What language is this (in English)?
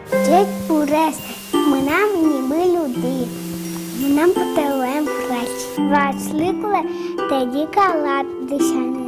Udmurt